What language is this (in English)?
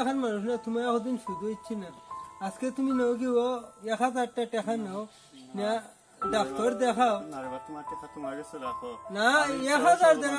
Sylheti